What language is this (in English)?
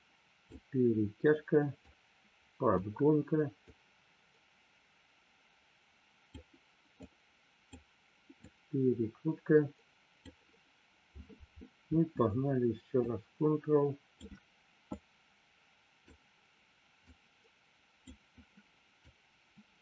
Russian